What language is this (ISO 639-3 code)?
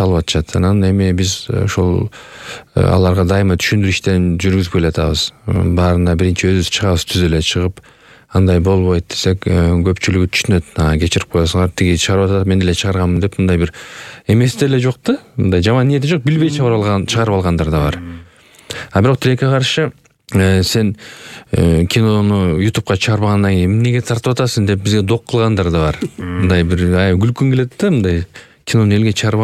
kir